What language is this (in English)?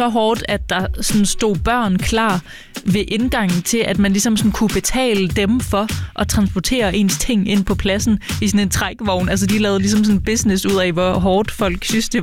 Danish